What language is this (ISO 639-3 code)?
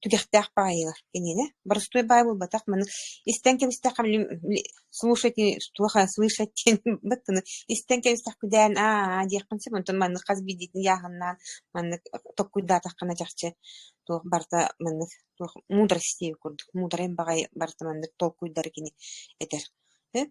sah